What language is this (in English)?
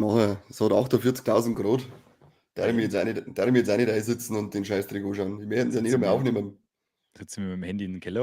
Bavarian